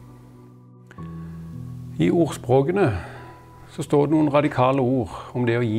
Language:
Norwegian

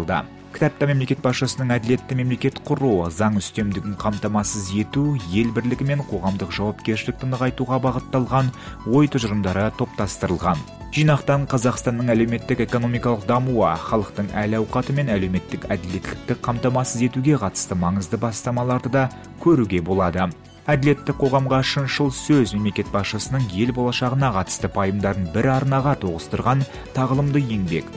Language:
Kazakh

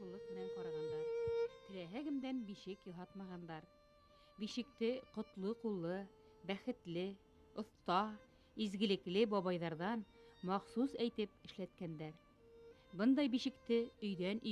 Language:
Bashkir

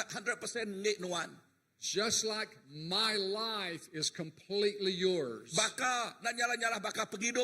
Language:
Iban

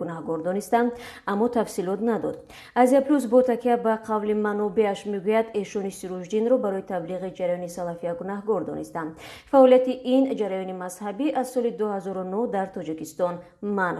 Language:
Tajik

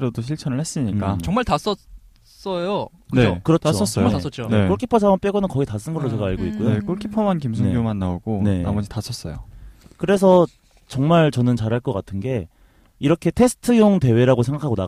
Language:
Korean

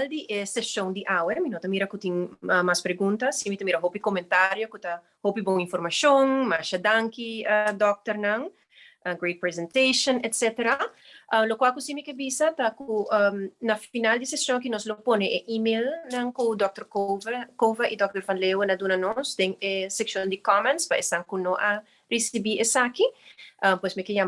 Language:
Papiamento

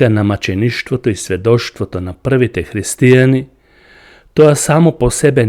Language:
Macedonian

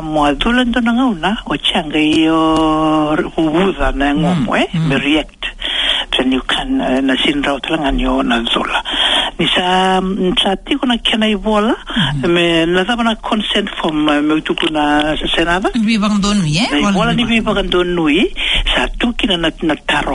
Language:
Fijian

